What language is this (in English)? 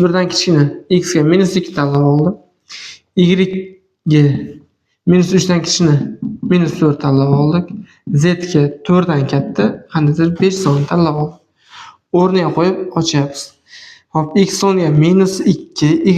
Uzbek